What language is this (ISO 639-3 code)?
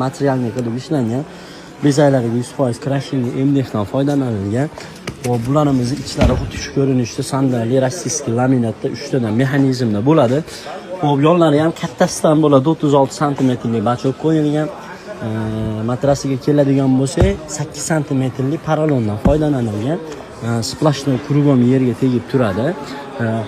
uzb